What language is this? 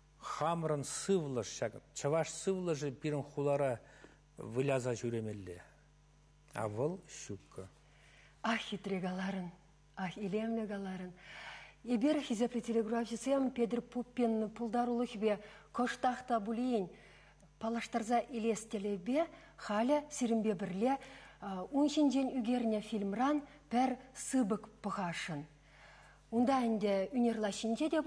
Chuvash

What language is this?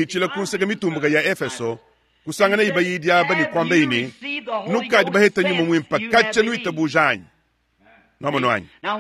Luba-Lulua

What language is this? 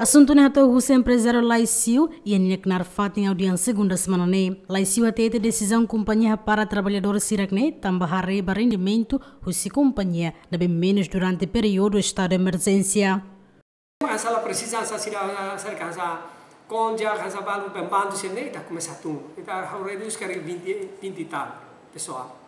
Tetum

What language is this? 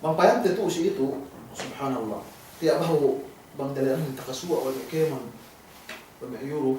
Yakan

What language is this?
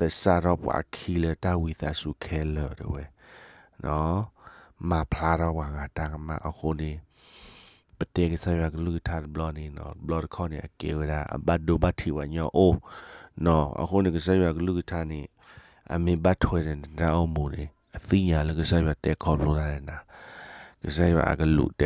S'gaw Karen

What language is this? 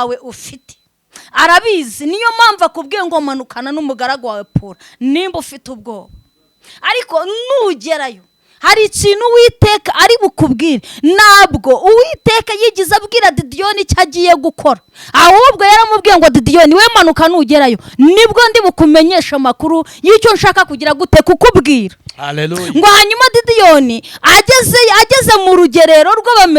Kinyarwanda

